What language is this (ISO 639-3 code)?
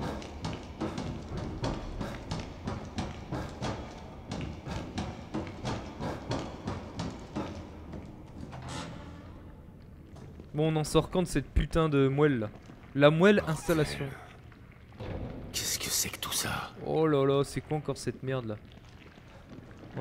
fra